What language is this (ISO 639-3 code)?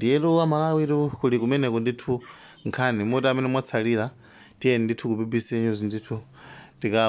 nya